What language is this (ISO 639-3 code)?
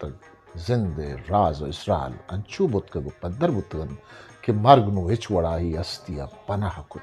bgp